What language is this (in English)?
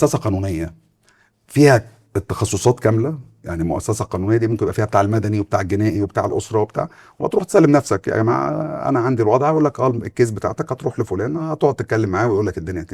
Egyptian Arabic